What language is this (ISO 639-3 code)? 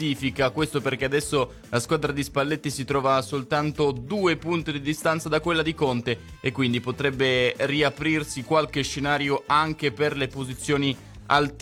ita